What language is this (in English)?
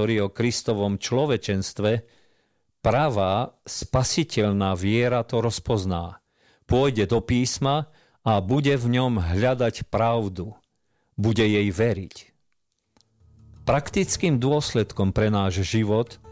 Slovak